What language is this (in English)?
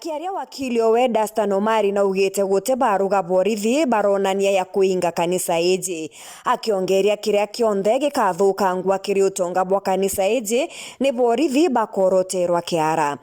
Meru